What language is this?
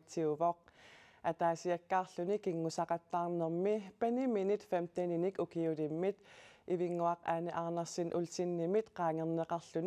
Kalaallisut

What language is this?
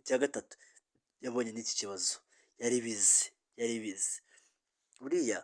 Kinyarwanda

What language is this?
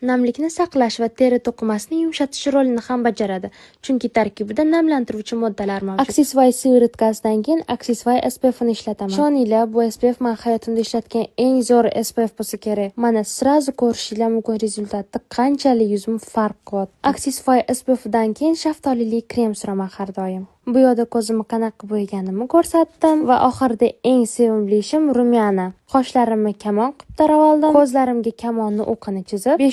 Uzbek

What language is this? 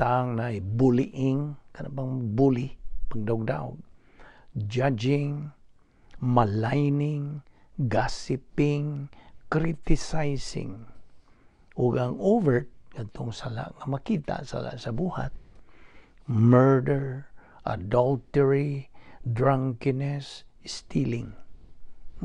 Cebuano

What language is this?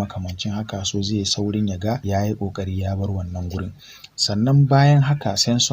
Hausa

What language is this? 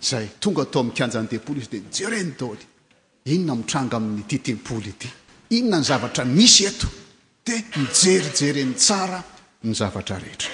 Malagasy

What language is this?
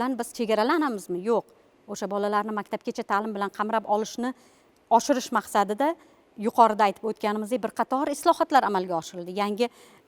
Uzbek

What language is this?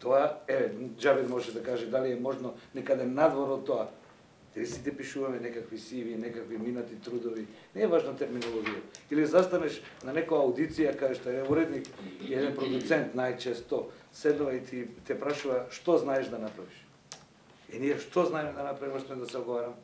Macedonian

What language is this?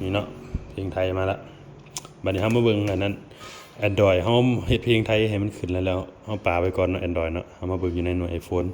Lao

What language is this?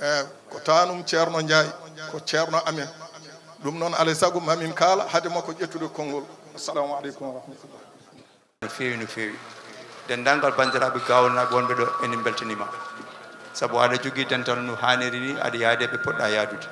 Fula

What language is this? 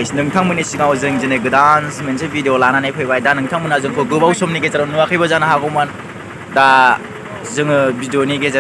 Bodo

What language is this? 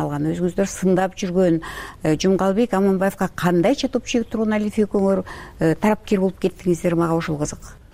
Kyrgyz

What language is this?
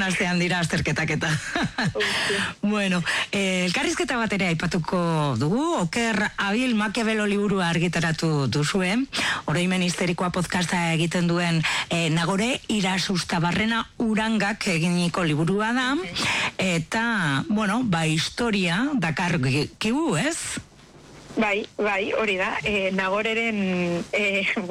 Basque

